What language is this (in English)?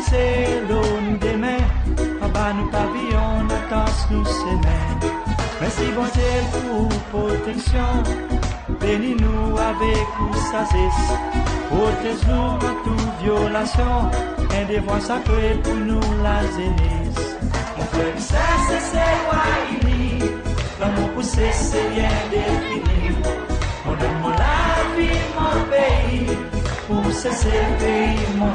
Seselwa Creole French